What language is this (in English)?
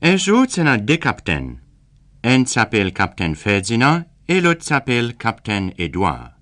Seselwa Creole French